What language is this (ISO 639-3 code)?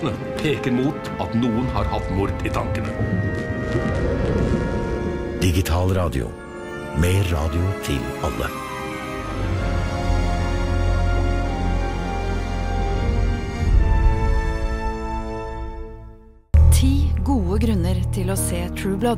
nor